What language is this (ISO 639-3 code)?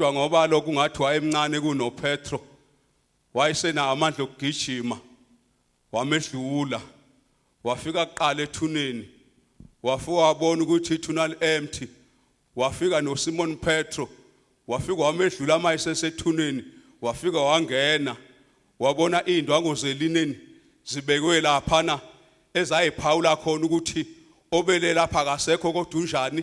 zul